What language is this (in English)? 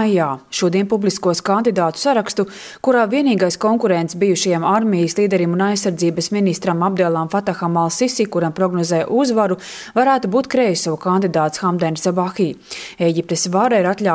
Latvian